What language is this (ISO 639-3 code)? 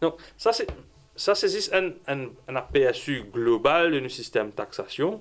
mfe